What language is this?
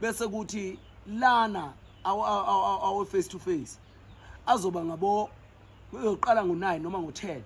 Zulu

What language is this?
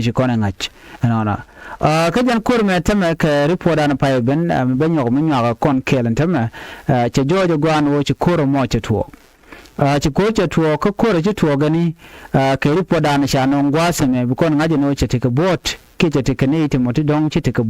Nuer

